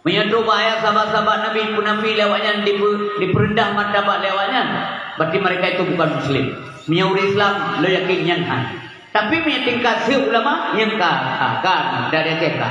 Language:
Achinese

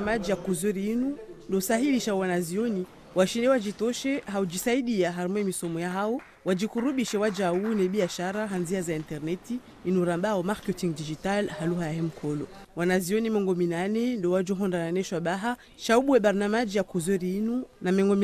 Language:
Ngazidja Comorian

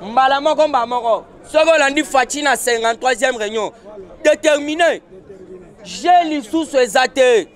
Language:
Lingala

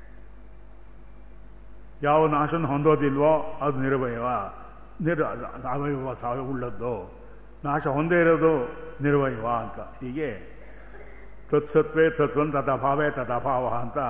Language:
Kannada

